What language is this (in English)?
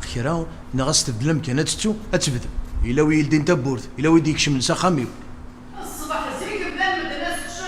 Kabyle